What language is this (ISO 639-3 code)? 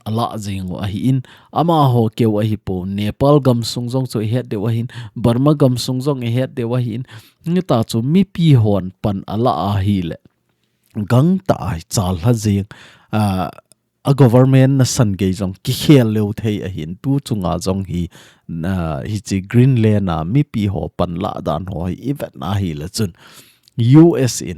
tcz